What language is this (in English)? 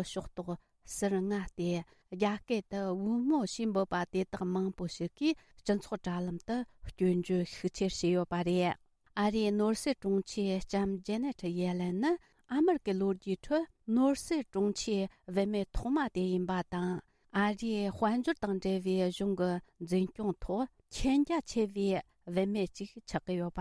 Tibetan